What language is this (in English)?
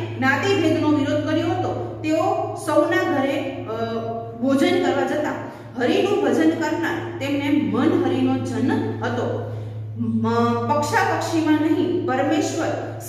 Gujarati